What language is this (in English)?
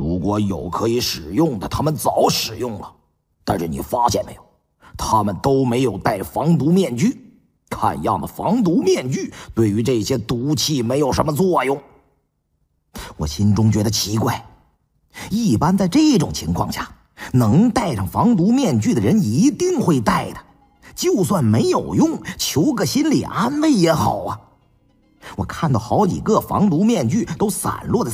Chinese